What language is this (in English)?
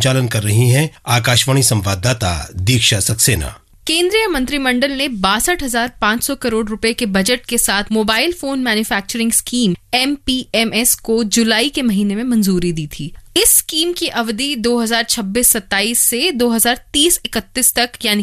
Hindi